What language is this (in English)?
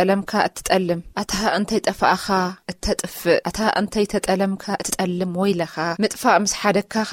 Tigrinya